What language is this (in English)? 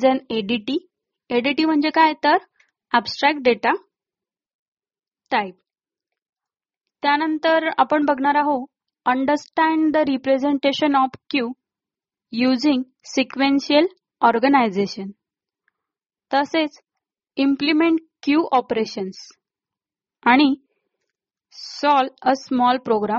Marathi